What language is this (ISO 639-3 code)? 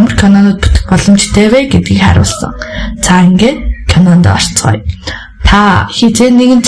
mon